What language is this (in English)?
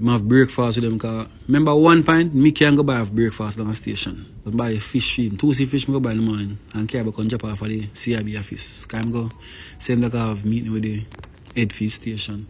Jamaican Creole English